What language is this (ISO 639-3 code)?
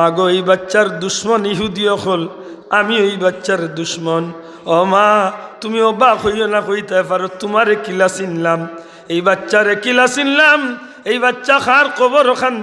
syl